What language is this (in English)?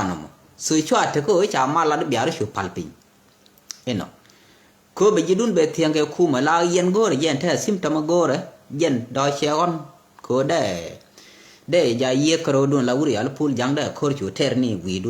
Nuer